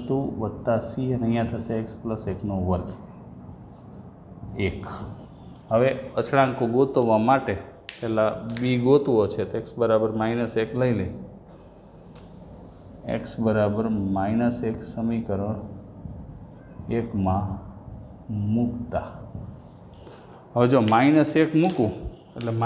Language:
Gujarati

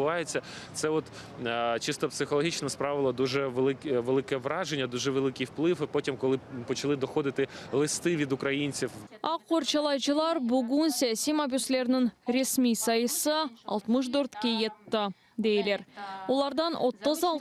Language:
Crimean Tatar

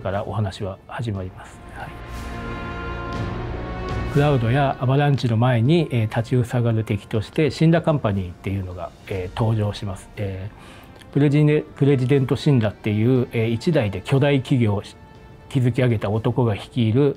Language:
Japanese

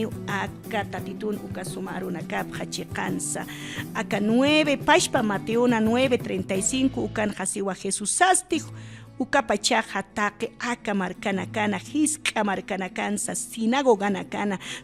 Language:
Aymara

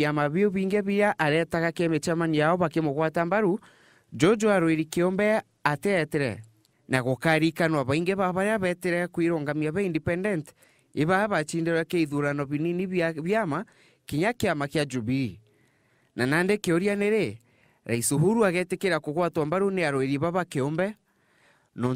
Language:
Meru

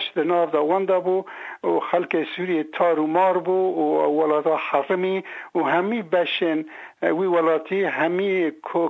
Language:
Kurdish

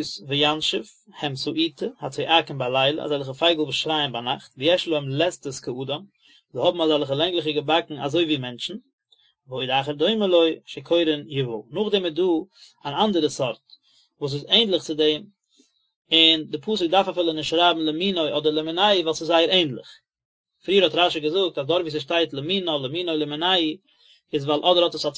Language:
Yiddish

